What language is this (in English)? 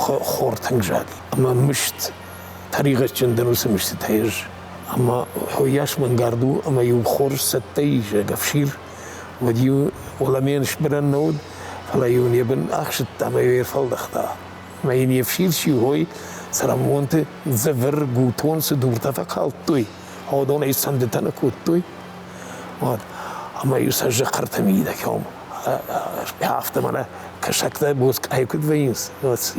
Ossetic